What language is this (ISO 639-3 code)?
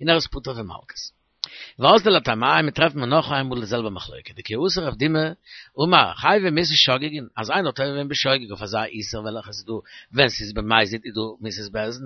yid